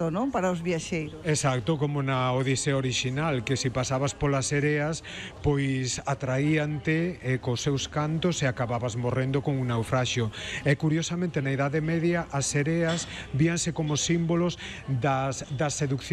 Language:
Galician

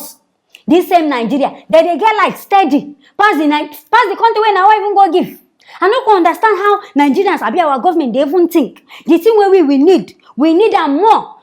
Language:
Nigerian Pidgin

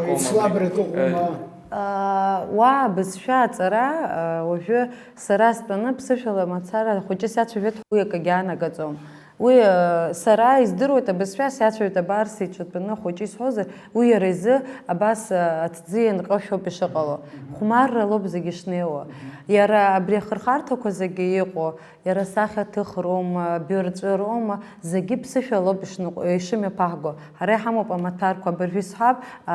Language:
Abkhazian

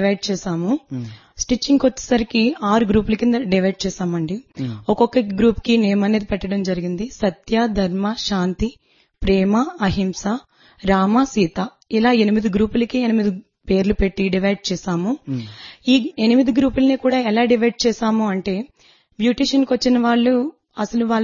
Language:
Telugu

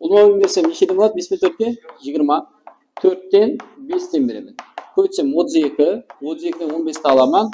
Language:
Kara-Kalpak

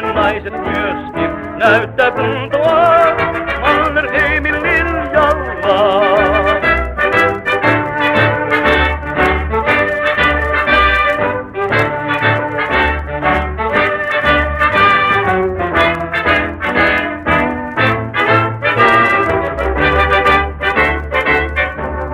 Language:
Finnish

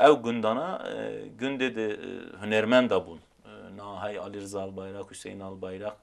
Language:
Kurdish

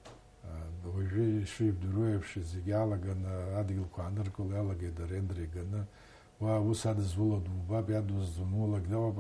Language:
Abkhazian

